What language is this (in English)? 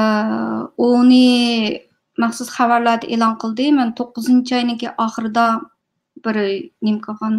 Uyghur